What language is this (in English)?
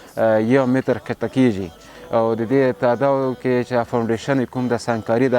Pashto